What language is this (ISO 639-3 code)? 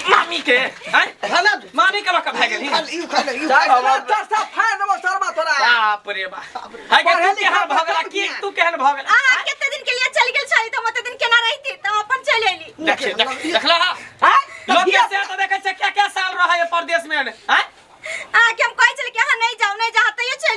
mai